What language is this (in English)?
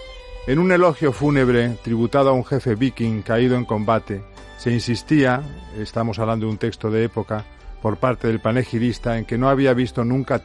Spanish